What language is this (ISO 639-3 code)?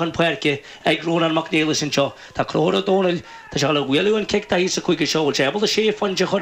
gle